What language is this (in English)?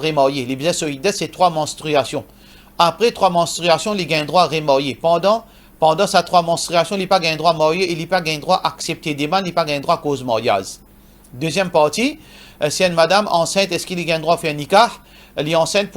Morisyen